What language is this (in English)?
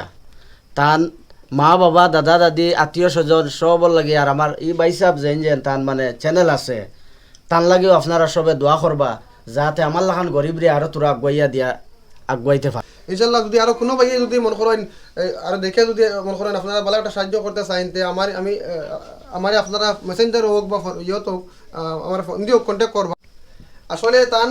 Sylheti